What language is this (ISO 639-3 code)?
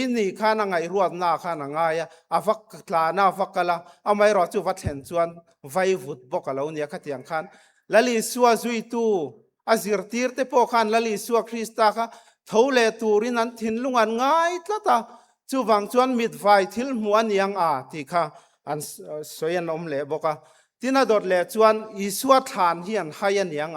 lus